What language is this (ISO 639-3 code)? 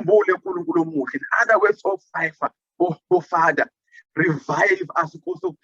zul